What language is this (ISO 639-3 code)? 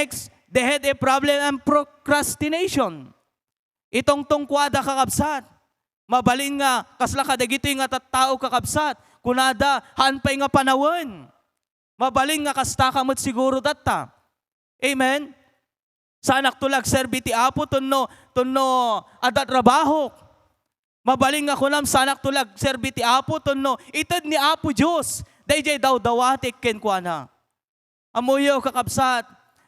ilo